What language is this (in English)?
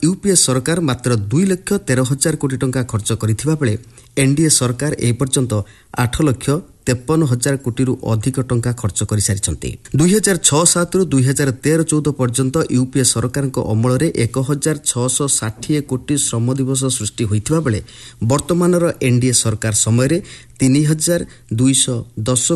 Odia